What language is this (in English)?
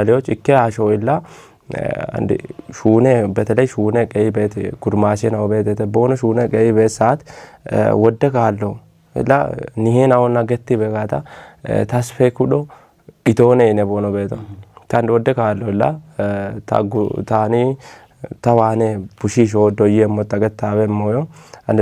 Kafa